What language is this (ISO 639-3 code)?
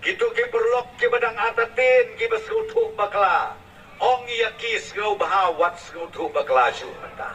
kha